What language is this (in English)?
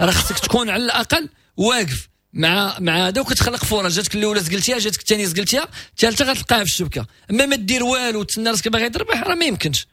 Moroccan Arabic